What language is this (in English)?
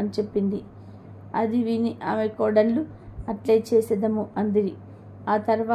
Telugu